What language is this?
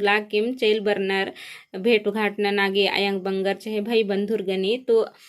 Kurukh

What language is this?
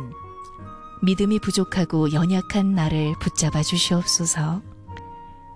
Korean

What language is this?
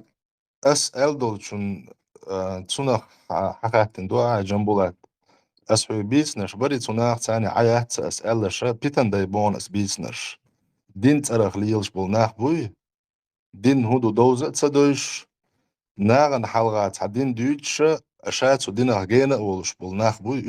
Chechen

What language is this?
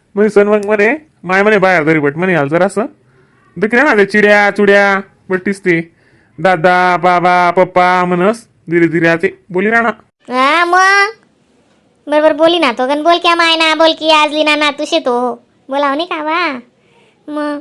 Khandesi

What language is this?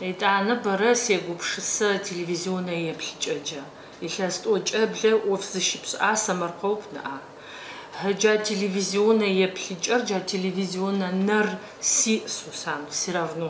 Adyghe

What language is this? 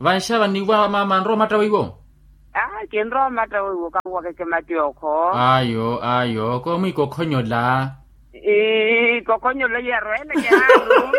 Makhuwa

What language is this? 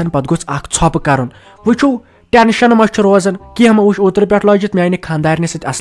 Kashmiri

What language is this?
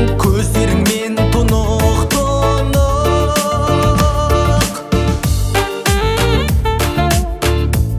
Kazakh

